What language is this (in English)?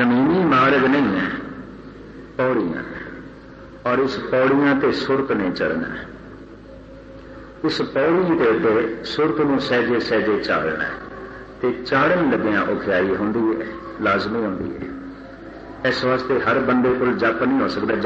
Punjabi